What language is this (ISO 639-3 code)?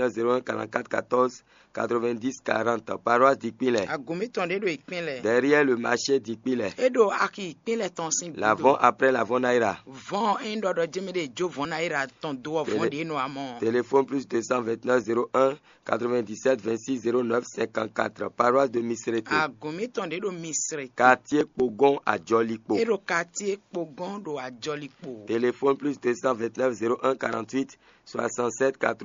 fon